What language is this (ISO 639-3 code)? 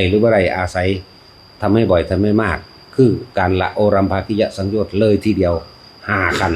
tts